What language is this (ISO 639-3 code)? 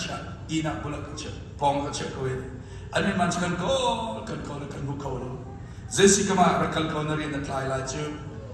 cnh